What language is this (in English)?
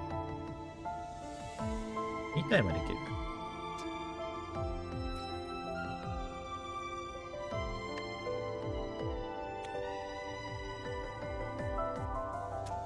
Japanese